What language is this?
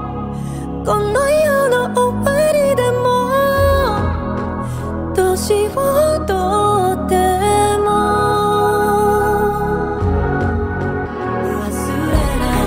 Japanese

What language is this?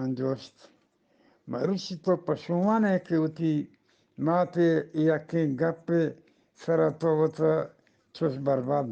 Eastern Balochi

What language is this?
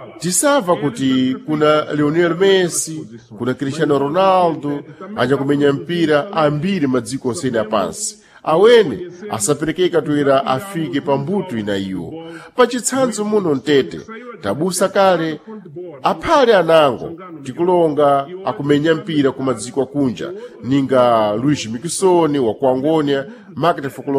Sena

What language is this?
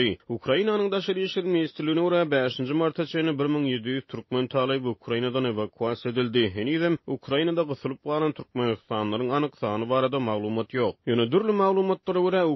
Turkmen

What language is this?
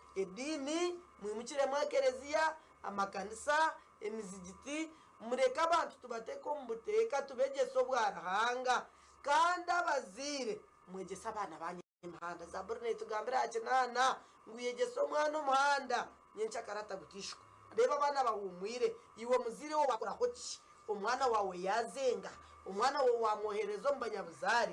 Nyankole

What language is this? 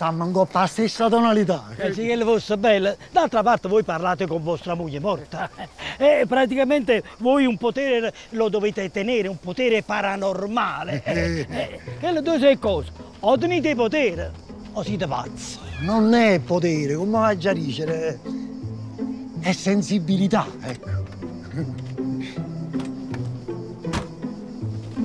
Italian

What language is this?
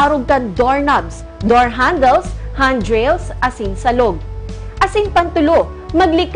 Bikol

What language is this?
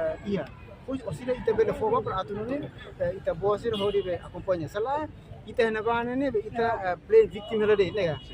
Tetum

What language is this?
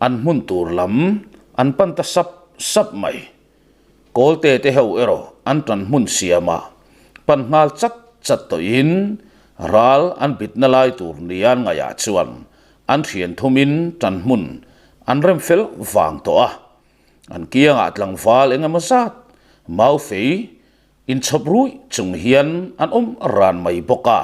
Mizo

